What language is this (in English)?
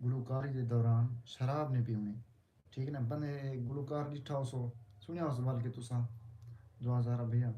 Saraiki